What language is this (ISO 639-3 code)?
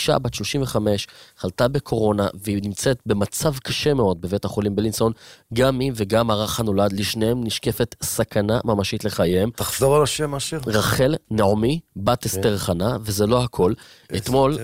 heb